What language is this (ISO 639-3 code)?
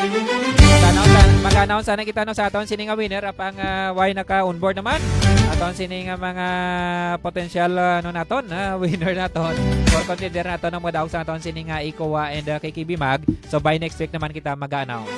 hil